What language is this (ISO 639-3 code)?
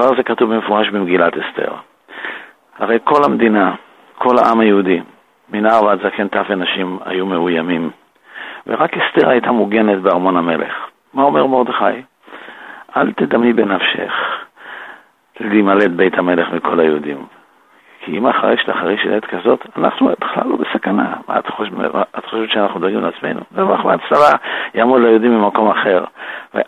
heb